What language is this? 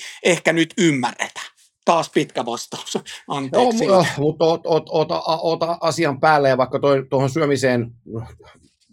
Finnish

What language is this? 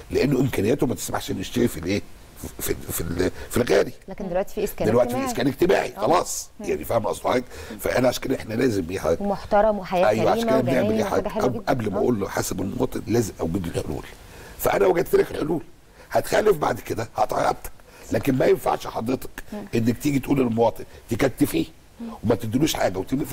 Egyptian Arabic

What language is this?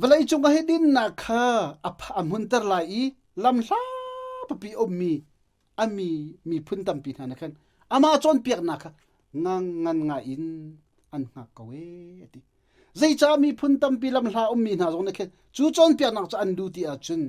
Hakha Chin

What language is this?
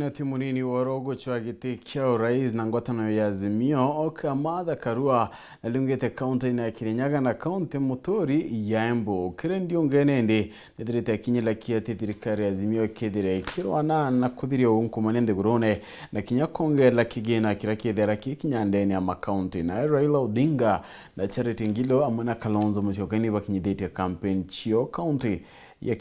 Meru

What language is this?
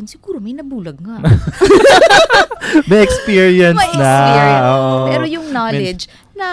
Filipino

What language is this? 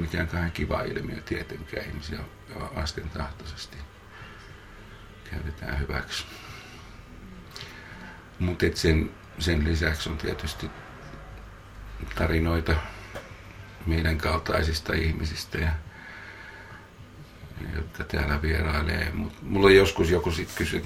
Finnish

